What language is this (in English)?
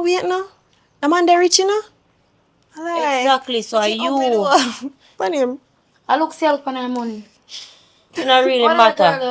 Jamaican Creole English